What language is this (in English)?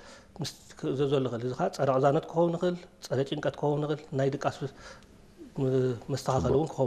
Tigrinya